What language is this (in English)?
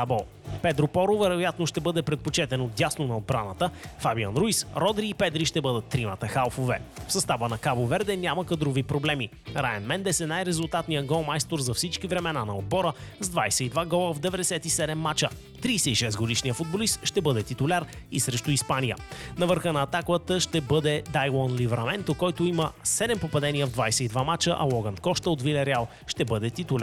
Bulgarian